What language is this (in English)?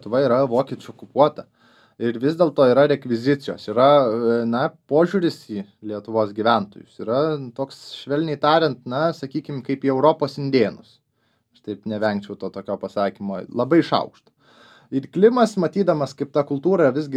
Lithuanian